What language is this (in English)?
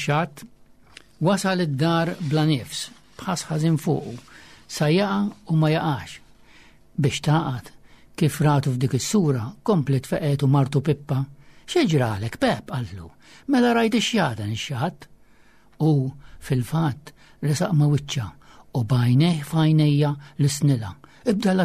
Maltese